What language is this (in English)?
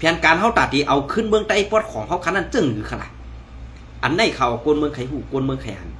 Shan